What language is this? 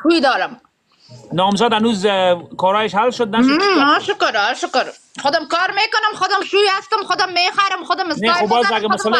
Persian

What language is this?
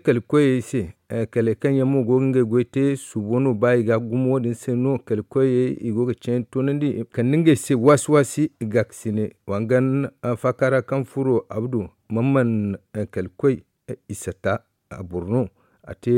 Zarma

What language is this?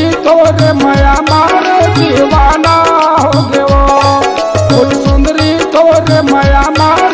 Chhattisgarhi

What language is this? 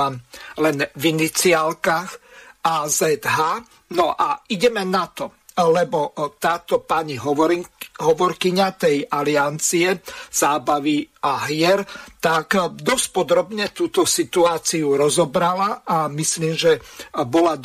Slovak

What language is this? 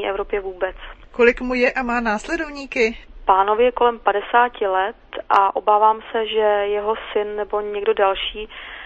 Czech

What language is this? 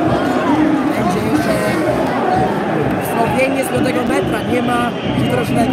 Polish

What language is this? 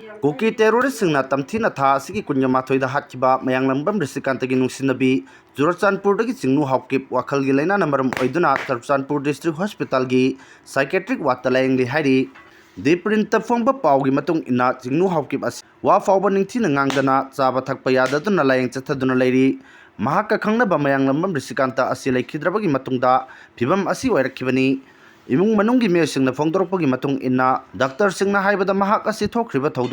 Manipuri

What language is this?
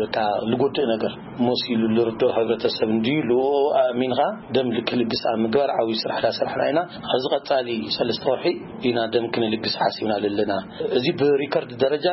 Tigrinya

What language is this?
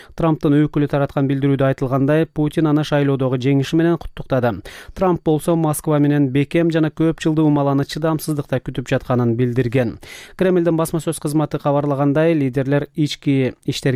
Kyrgyz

